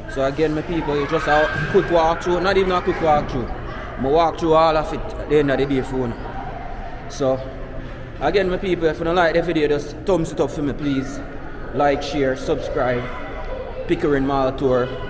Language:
Jamaican Creole English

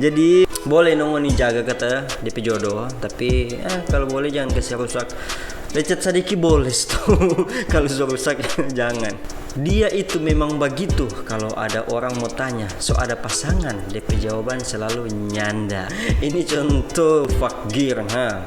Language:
Manado Malay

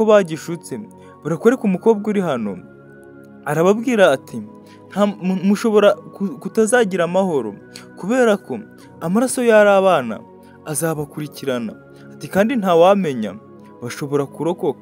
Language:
Kinyarwanda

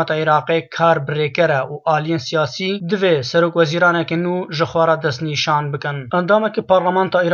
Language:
Kurdish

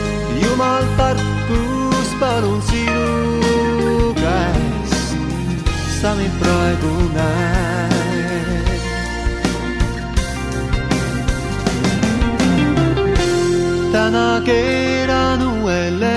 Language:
Estonian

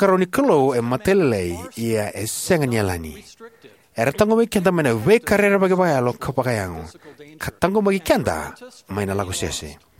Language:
Fijian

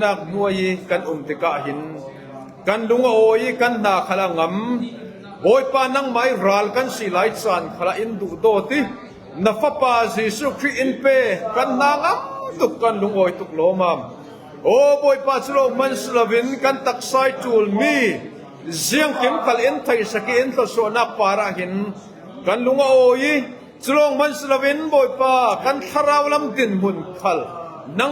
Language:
Falam Chin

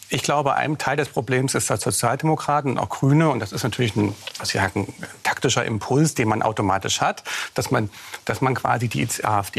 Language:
German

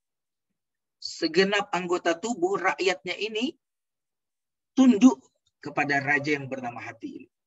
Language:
Indonesian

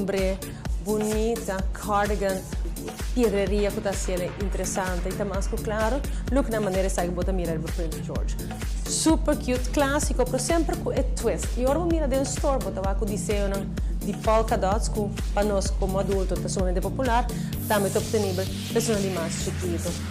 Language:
Papiamento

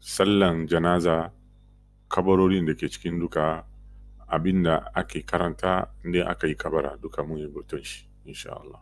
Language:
Hausa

